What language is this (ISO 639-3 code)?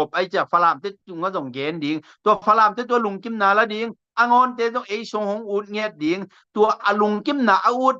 ctd